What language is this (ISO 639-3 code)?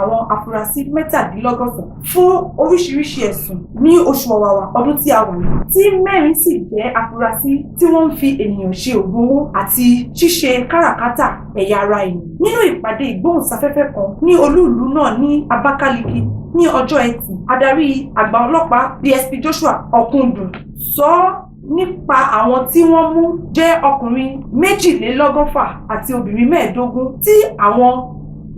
yor